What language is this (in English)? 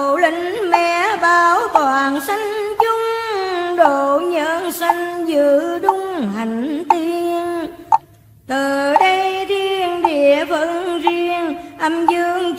Vietnamese